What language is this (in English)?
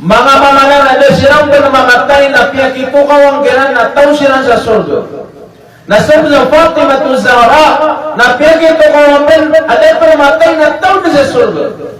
Maranao